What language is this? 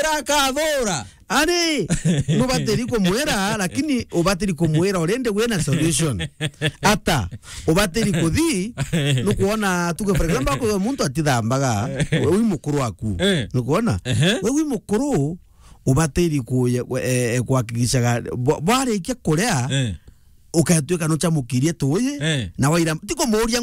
Meru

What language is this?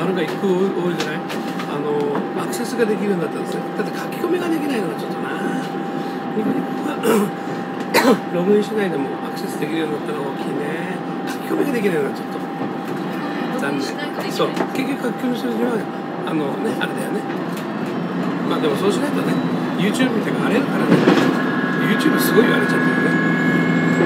Japanese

